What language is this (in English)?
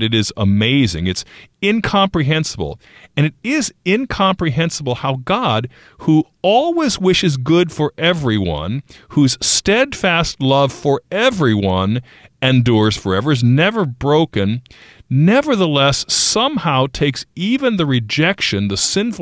English